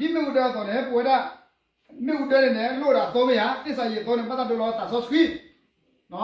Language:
S'gaw Karen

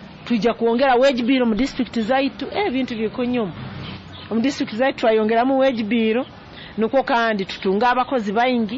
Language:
Nyoro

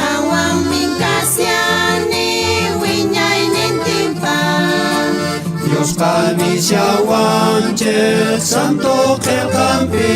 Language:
South Bolivian Quechua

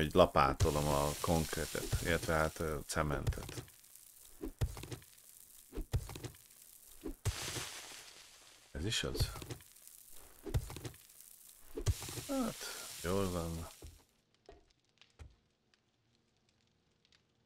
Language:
Hungarian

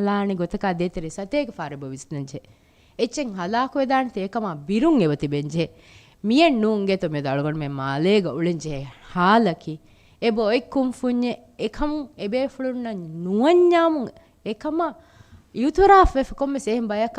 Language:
Divehi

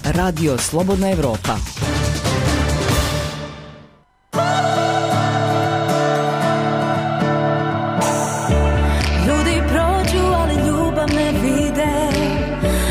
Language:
Bosnian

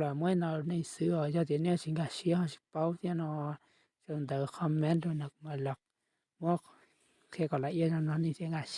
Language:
Hmong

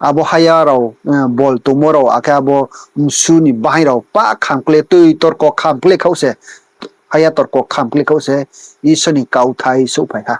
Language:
Riang (India)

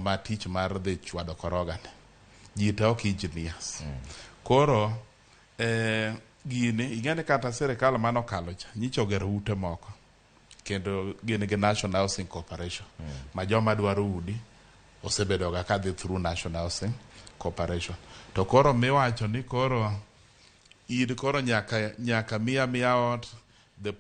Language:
Luo (Kenya and Tanzania)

